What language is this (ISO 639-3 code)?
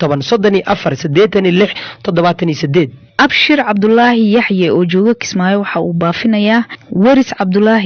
som